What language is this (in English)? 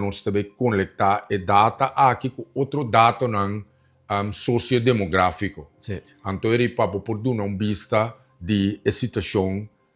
Papiamento